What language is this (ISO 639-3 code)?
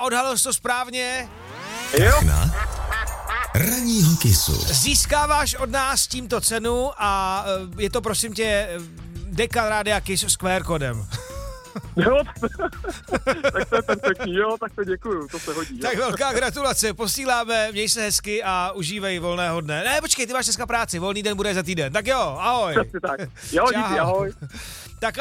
ces